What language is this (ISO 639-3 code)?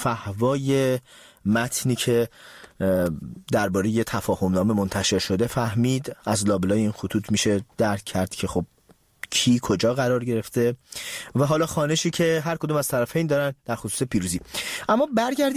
fas